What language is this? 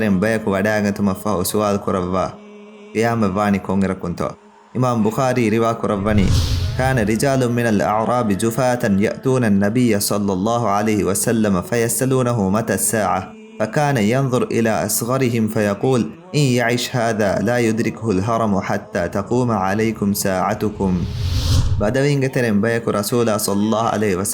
Divehi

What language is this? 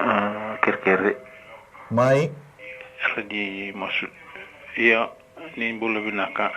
Fijian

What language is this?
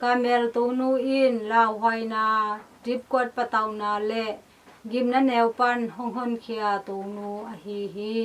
Tedim Chin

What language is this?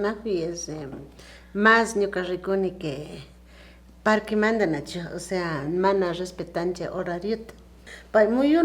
Imbabura Highland Quichua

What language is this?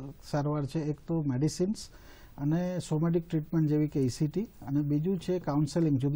Gujarati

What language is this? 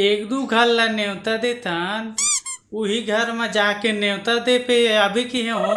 Chhattisgarhi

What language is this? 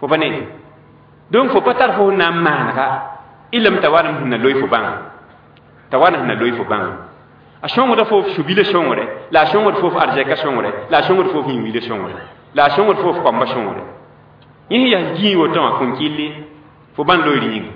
Mossi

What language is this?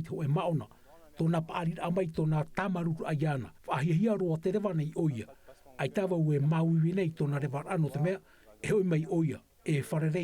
Tahitian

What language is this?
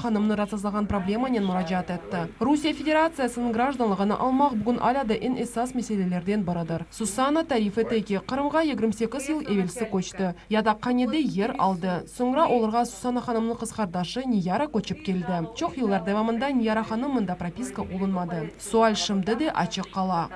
Crimean Tatar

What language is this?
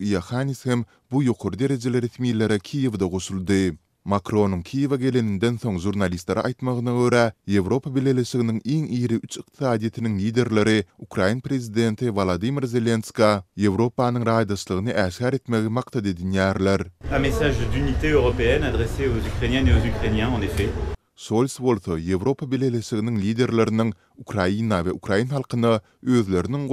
Turkmen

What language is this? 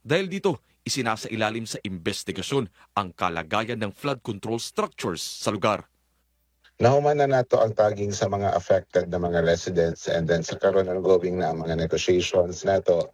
Filipino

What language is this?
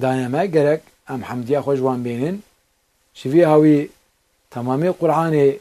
Kurdish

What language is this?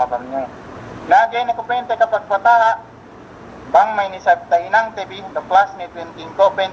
Yakan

